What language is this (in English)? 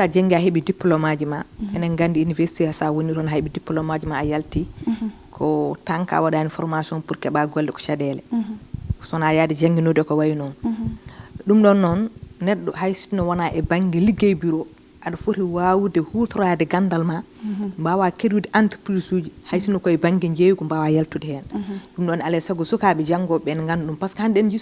Fula